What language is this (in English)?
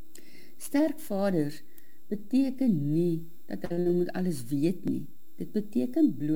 Afrikaans